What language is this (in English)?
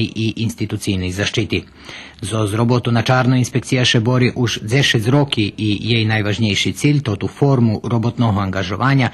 Rusyn